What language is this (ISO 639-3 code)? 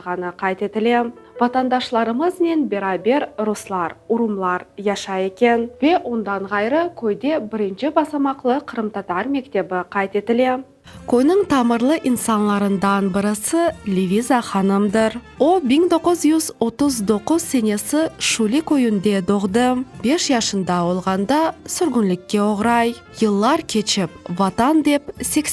crh